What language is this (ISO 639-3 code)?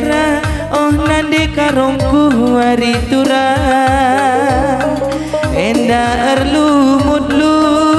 btx